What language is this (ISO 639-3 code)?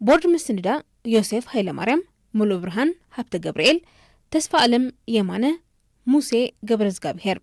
tir